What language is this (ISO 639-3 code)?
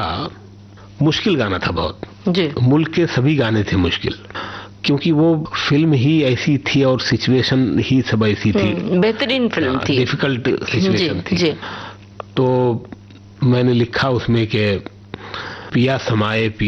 hin